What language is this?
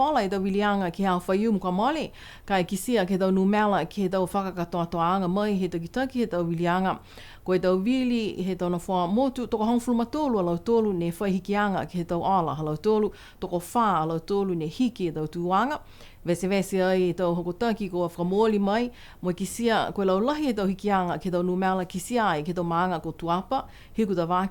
Niuean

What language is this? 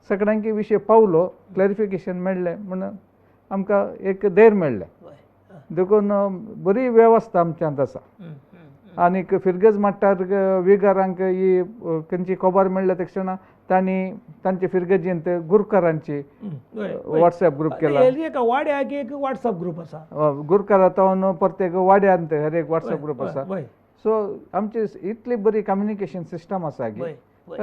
Konkani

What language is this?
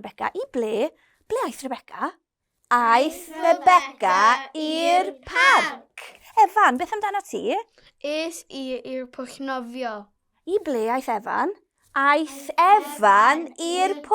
Welsh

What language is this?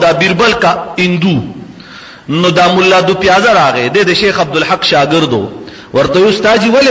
Pashto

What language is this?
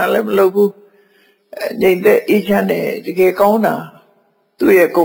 Burmese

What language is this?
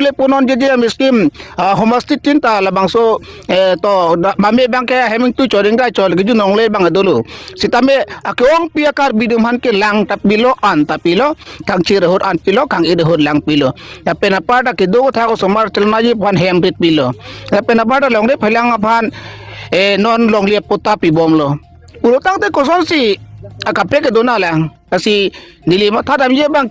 Karbi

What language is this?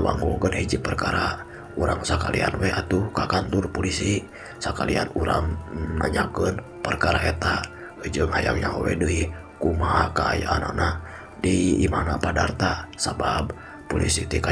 Sundanese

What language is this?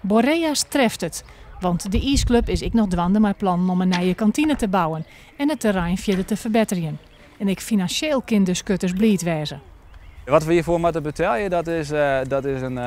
Western Frisian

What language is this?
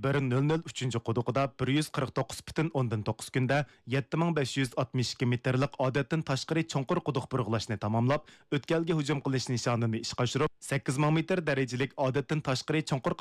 Uyghur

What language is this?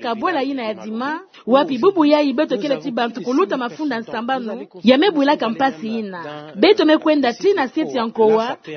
Kituba (Democratic Republic of Congo)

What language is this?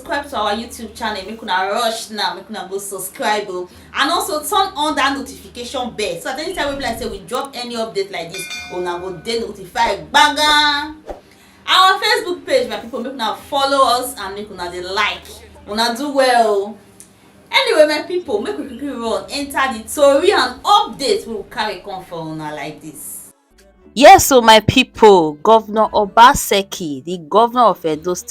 Nigerian Pidgin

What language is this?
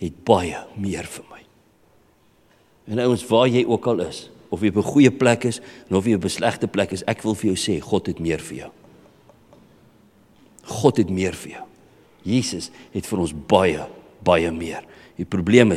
Afrikaans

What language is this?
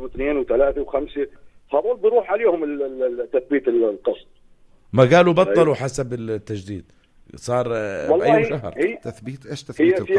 North Levantine Arabic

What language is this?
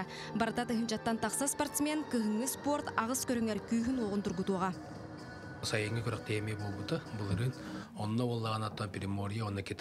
Yakut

